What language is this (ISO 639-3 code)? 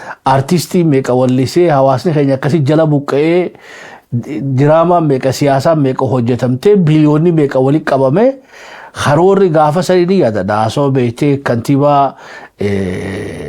orm